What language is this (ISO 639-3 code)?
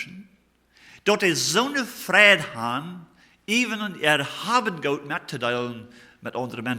pdt